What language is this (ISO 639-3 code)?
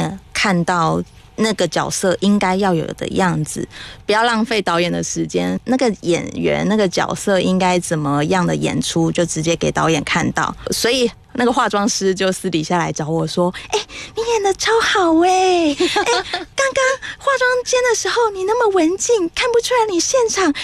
zho